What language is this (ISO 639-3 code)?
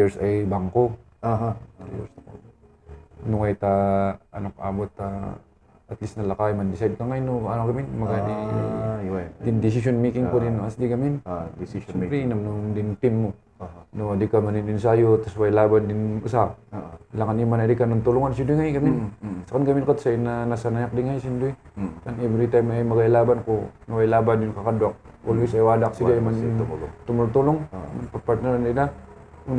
kne